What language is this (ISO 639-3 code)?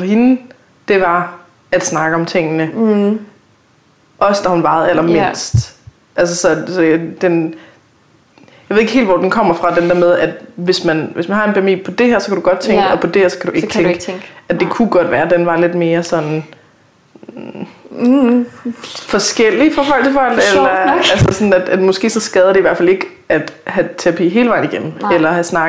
dan